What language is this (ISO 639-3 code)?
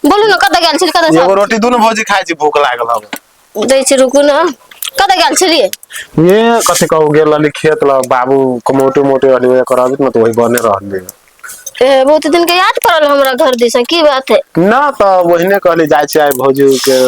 mai